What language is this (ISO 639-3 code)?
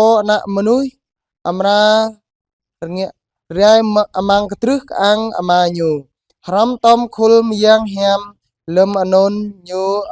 jra